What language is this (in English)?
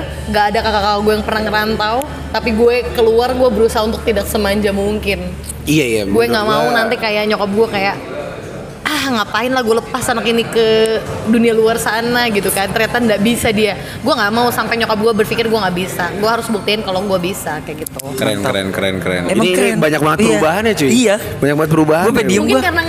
Indonesian